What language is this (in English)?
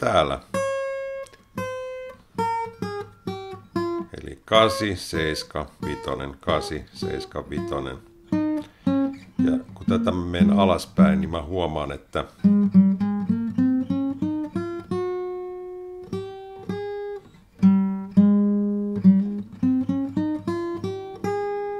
Finnish